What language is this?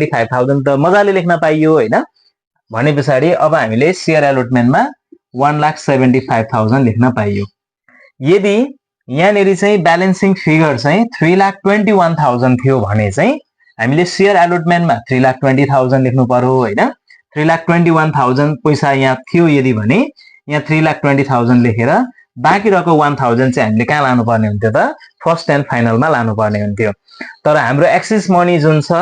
Nepali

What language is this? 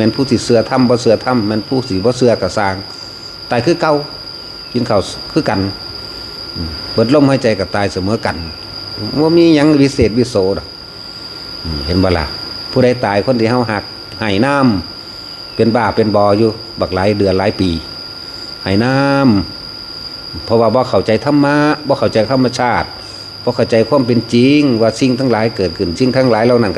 Northeastern Thai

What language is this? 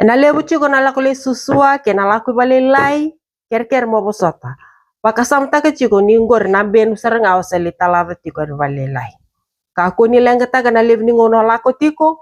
Fijian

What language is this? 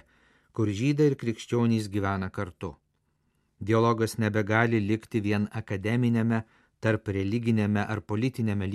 Lithuanian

